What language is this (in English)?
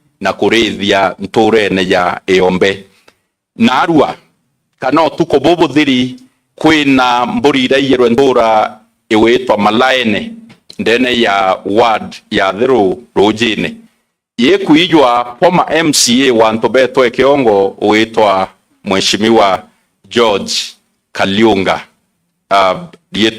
Meru